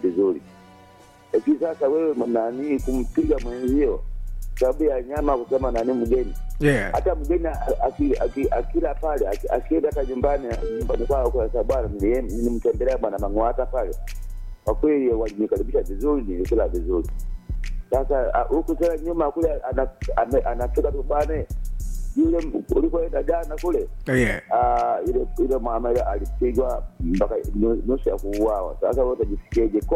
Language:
Swahili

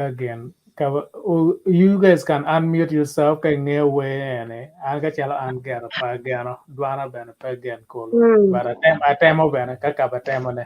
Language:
Acoli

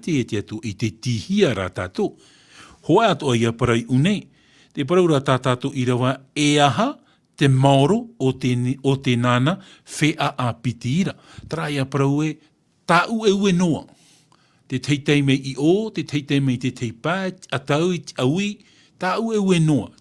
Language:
Tahitian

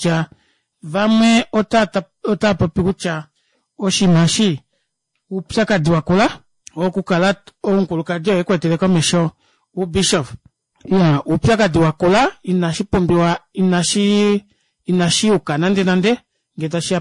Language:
Kuanyama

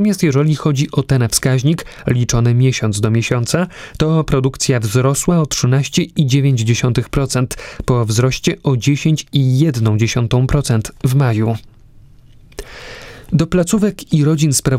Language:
Polish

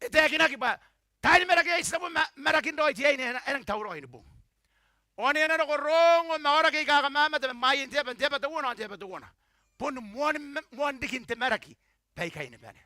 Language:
Gilbertese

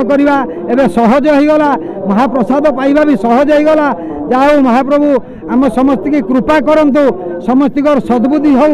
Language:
Odia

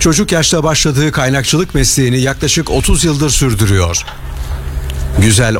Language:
Turkish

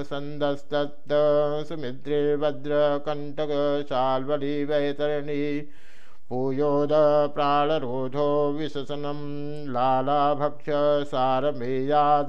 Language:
Sanskrit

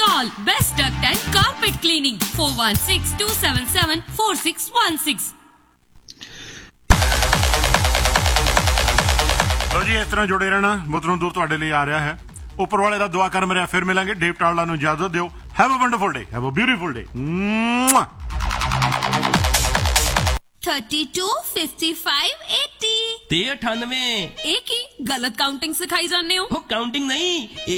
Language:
Punjabi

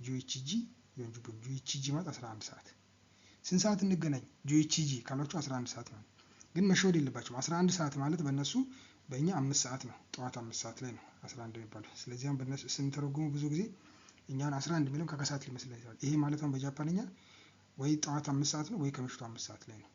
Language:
Amharic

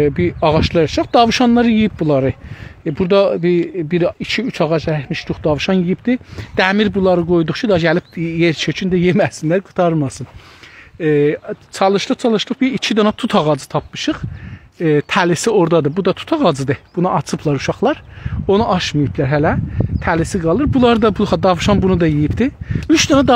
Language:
South Azerbaijani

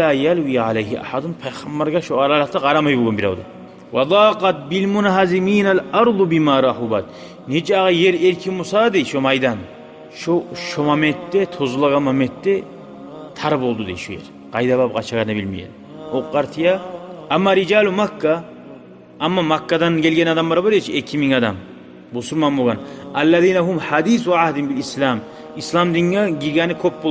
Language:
Kumyk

